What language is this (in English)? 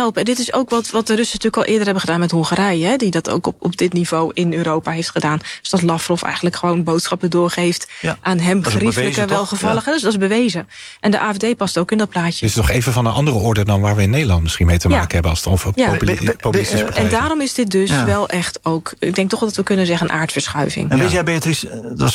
Dutch